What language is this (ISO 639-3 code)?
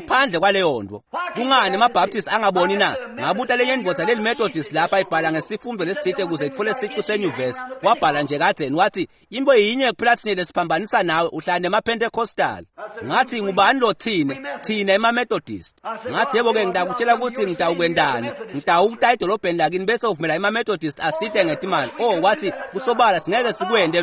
ssw